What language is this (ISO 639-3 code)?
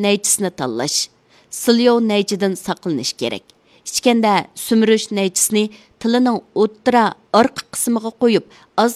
uig